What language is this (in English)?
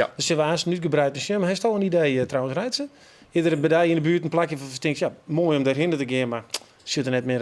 Western Frisian